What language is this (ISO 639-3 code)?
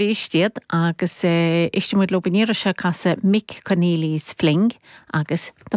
gle